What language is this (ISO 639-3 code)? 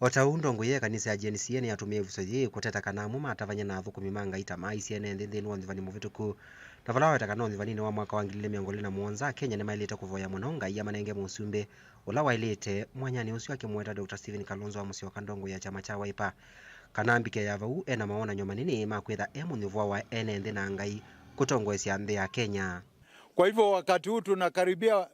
kam